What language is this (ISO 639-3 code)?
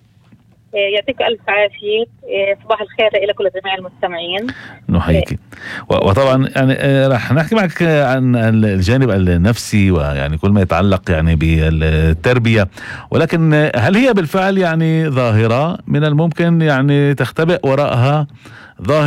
apc